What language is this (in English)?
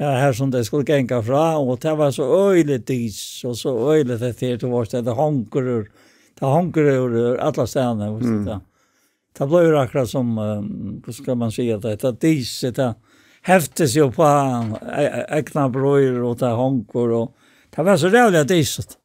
Faroese